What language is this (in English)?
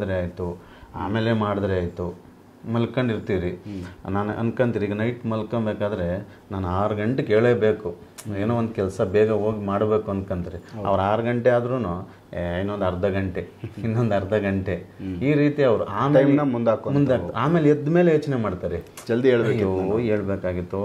Kannada